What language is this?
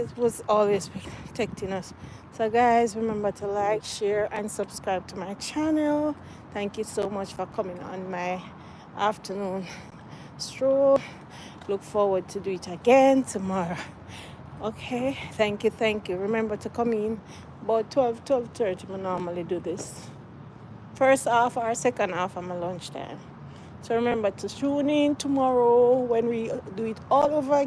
Jamaican Creole English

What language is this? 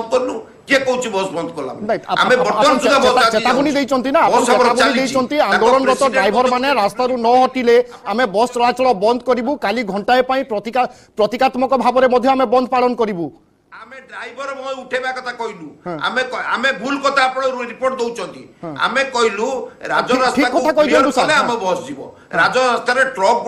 Odia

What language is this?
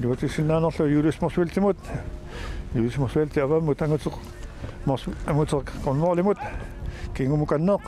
Kalaallisut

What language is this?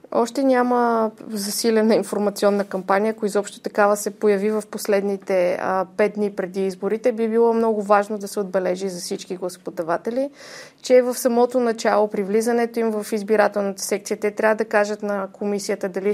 Bulgarian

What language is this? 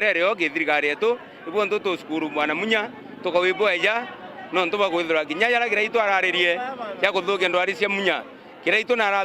Meru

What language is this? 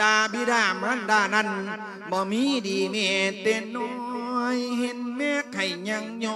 Lao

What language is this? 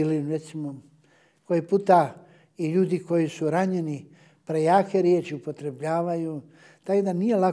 Bosnian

